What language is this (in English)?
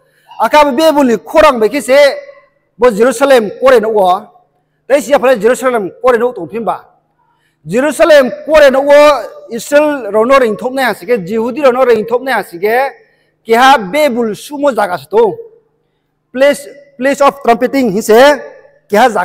Riang (India)